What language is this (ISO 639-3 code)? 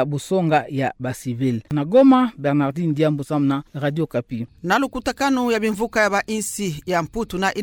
ktu